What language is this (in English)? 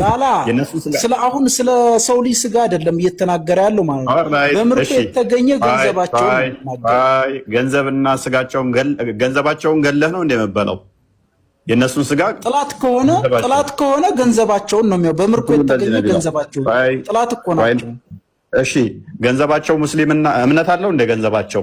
Amharic